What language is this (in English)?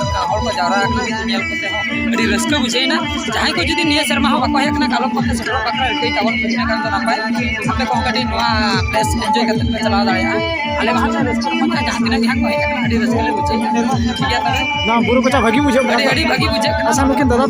Santali